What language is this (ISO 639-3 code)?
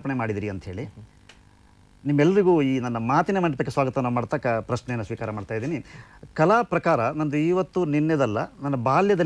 kan